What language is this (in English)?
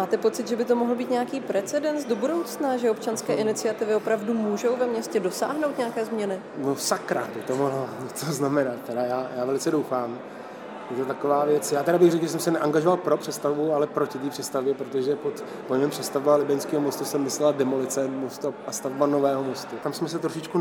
Czech